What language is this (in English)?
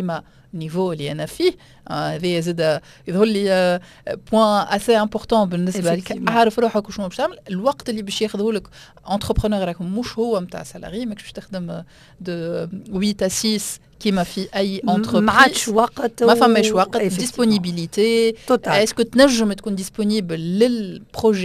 Tunisian Arabic